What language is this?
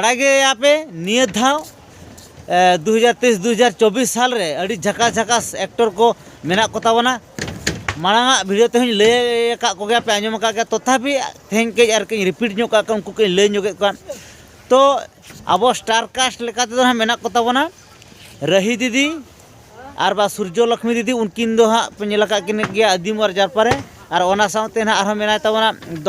Santali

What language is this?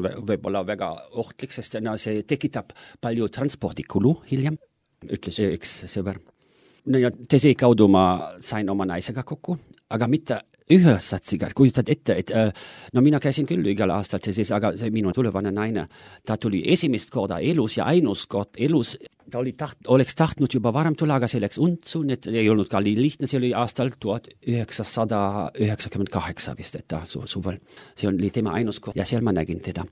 Estonian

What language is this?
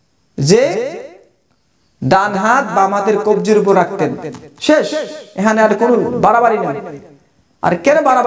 Bangla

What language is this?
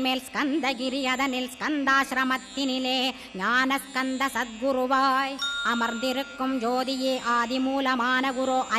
Tamil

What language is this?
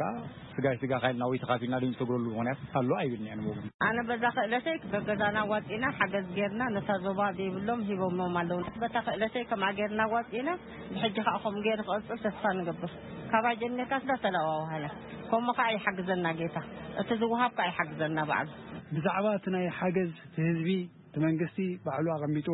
Tigrinya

